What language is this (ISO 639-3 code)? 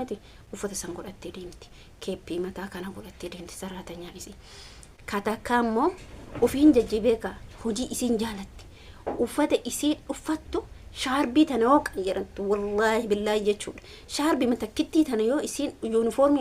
orm